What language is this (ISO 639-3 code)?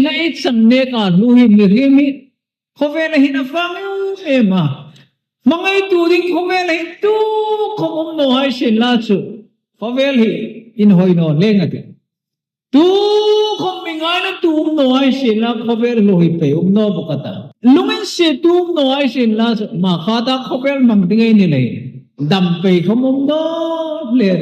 hmr